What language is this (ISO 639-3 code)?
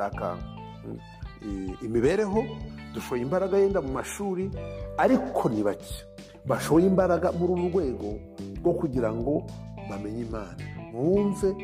kin